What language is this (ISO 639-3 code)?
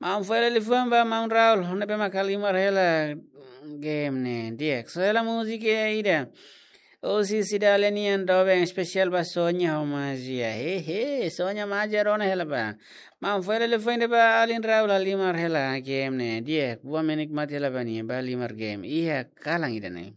tet